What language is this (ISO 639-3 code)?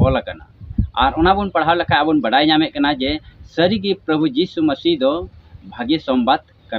sat